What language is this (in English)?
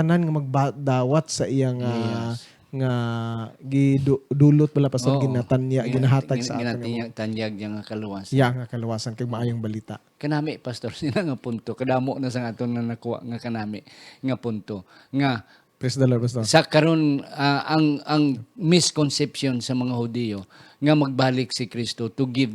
Hiligaynon